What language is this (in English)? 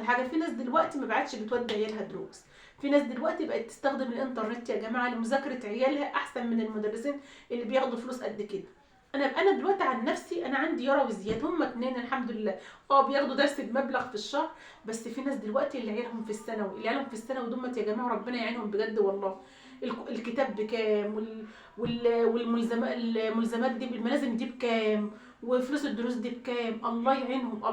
Egyptian Arabic